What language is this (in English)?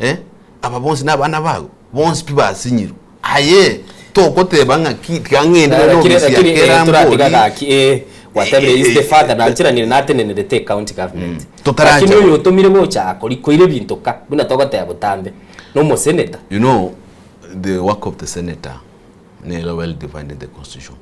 Gusii